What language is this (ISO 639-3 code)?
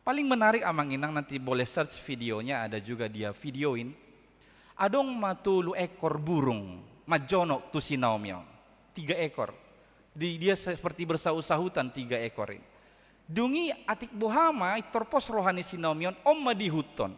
bbc